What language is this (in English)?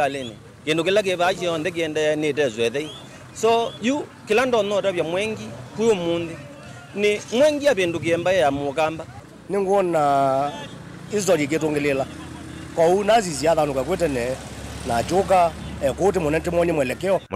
Kamba